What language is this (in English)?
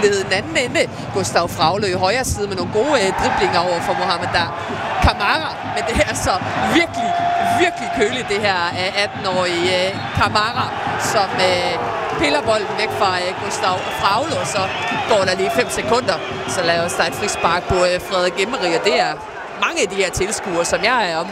Danish